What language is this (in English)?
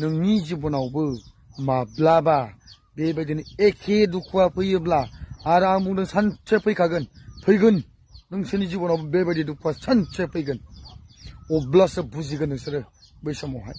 Bodo